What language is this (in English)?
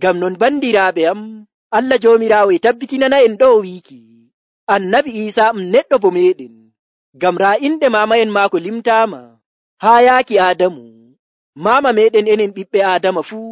Nigerian Fulfulde